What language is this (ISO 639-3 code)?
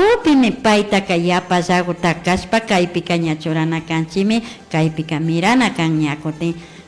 qvi